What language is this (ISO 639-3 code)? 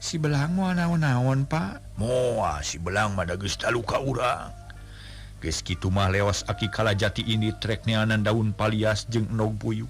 sun